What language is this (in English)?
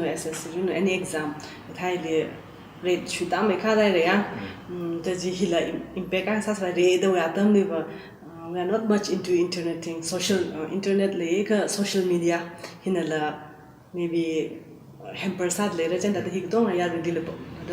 Tangkhul Naga (India)